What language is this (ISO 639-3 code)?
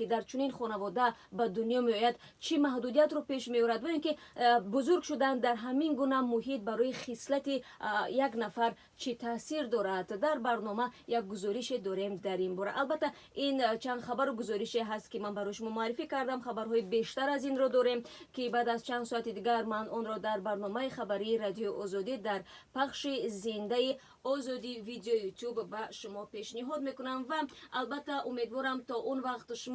tgk